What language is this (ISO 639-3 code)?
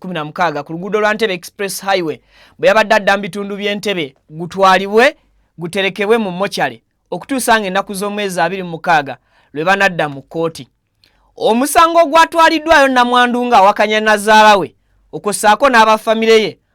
lug